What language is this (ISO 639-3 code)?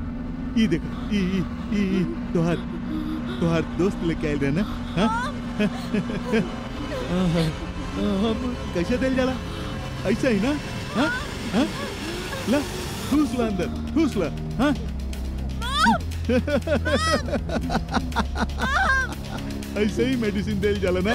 bho